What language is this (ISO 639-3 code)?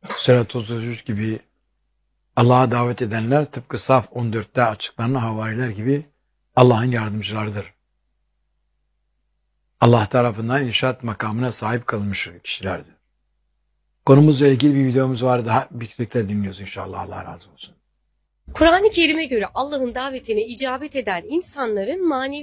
tur